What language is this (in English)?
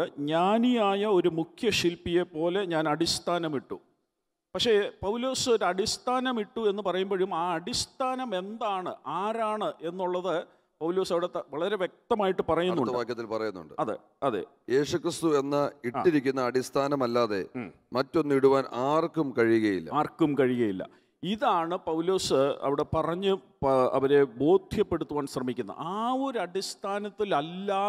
Malayalam